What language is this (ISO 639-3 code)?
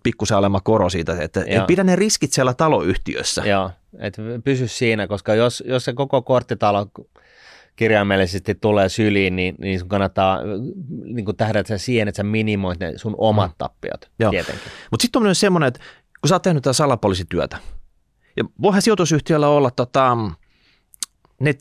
fin